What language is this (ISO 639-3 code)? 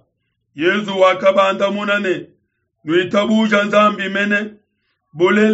lua